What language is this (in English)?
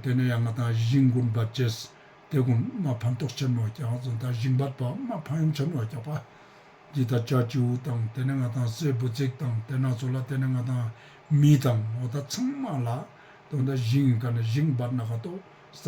Ladakhi